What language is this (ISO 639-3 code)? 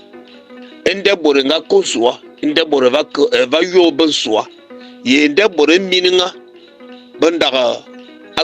fan